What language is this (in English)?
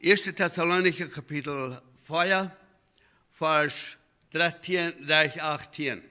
Plautdietsch